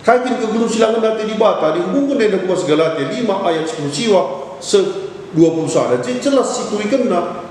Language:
Batak Karo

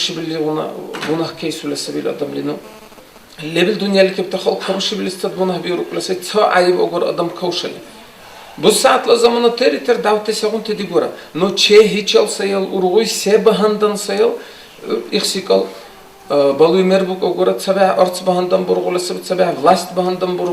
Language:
Dargwa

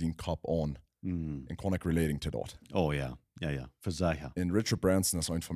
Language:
Plautdietsch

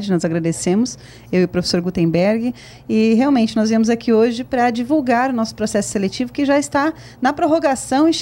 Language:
Portuguese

